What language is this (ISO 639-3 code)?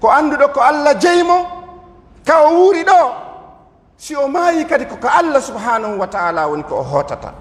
fuf